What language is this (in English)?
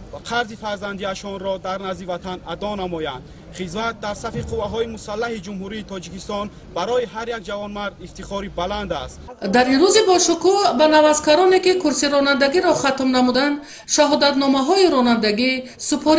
Tajik